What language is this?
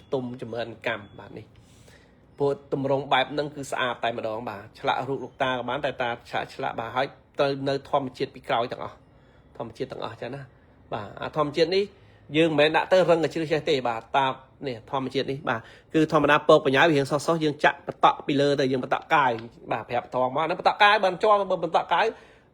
Khmer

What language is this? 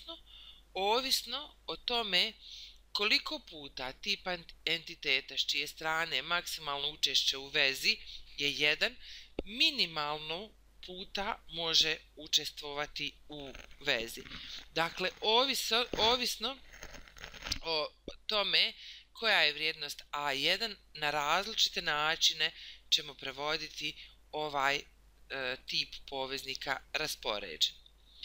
Bosnian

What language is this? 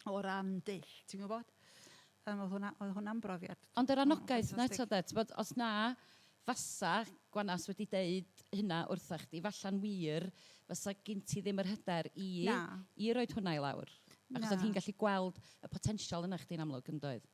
Welsh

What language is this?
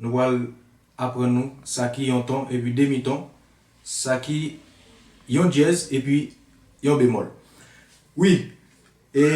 Haitian Creole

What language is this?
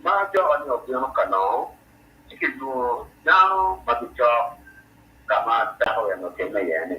Acoli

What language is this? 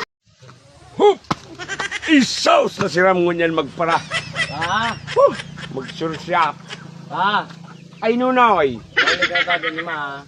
Bikol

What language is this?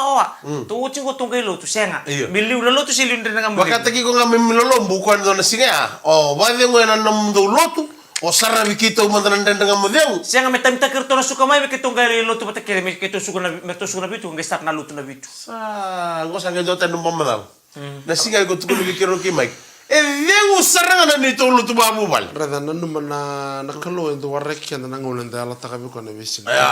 Fijian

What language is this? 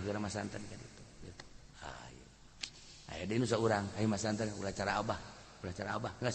Sundanese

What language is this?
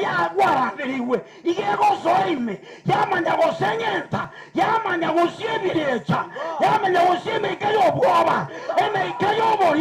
Gusii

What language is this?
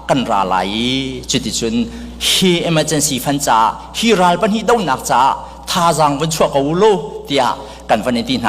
Hakha Chin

